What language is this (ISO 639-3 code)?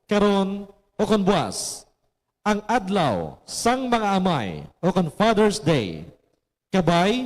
hil